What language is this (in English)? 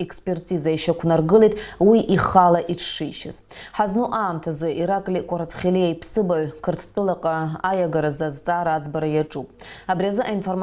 Abkhazian